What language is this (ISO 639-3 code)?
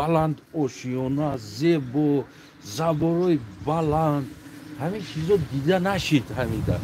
tgk